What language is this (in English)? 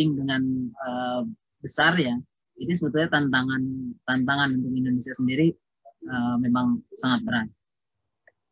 Indonesian